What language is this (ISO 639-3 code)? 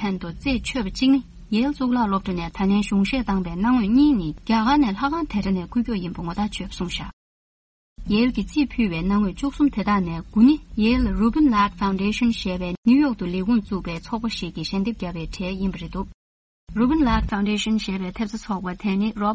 bod